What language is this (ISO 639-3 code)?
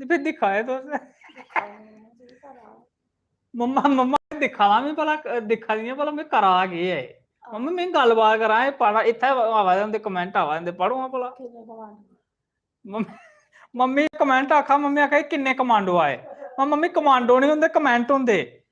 doi